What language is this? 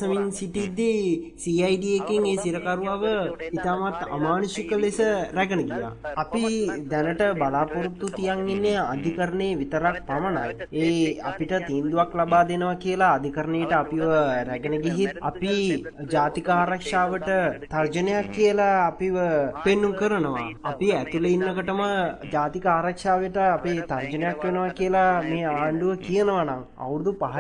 Sinhala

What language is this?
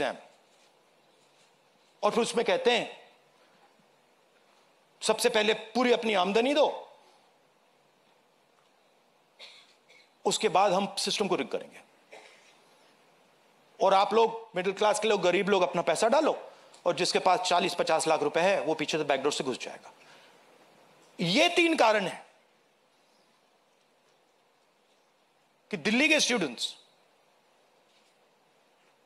Hindi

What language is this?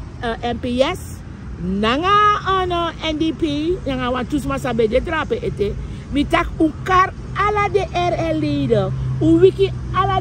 Sranan Tongo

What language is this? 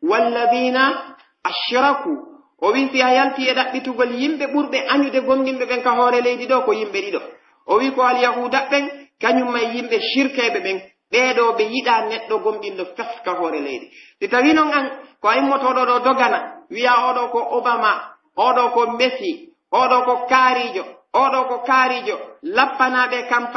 Pular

